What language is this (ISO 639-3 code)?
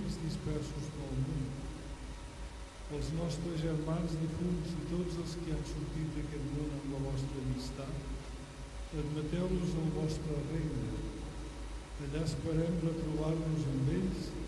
cat